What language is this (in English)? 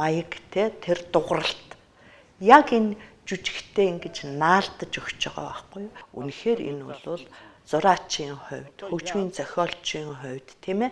Mongolian